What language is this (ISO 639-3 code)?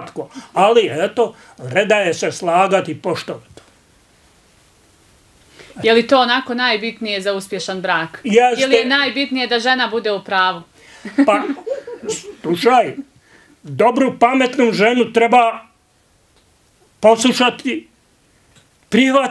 bos